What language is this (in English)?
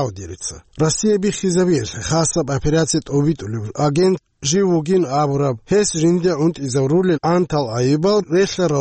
Avaric